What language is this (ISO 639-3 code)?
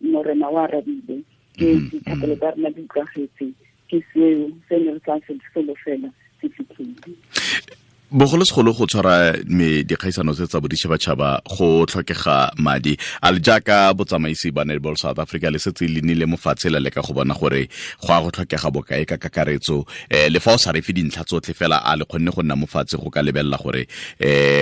tsn